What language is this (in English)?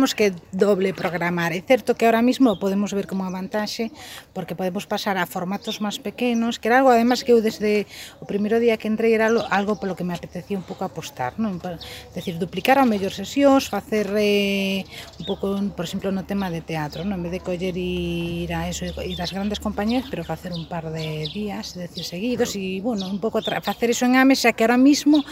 Galician